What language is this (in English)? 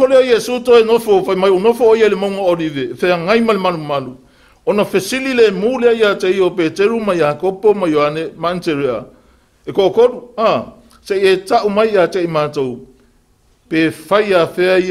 Samoan